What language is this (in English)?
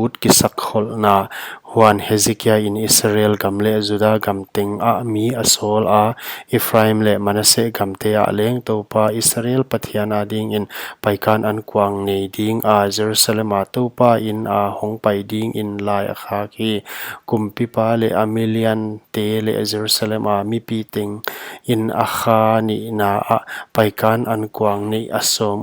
Paite Chin